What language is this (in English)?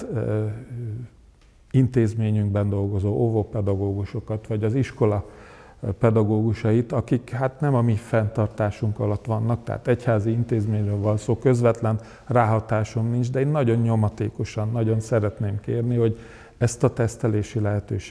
Hungarian